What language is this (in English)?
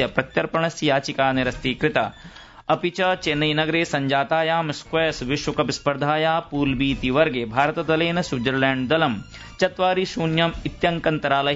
Sanskrit